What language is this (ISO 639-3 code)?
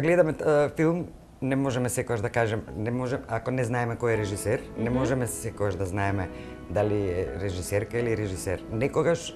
mkd